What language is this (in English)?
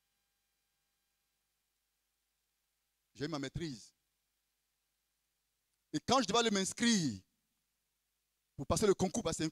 French